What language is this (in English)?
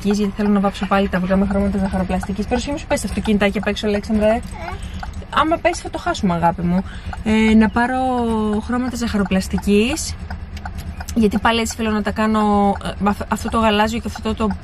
Greek